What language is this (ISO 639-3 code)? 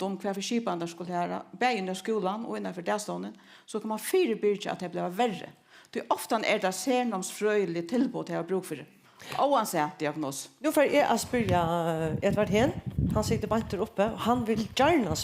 fao